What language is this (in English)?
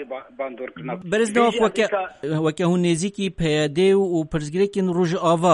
Kurdish